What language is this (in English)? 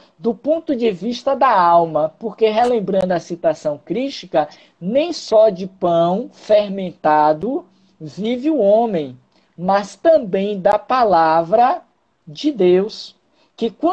Portuguese